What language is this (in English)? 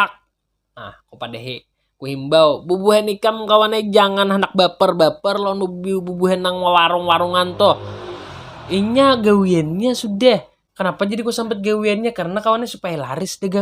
Banjar